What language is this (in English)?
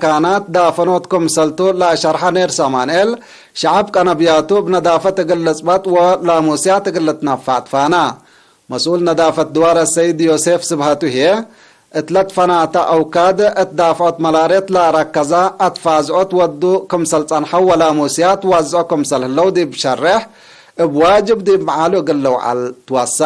Tigre